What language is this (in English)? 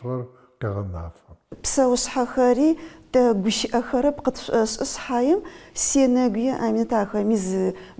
Adyghe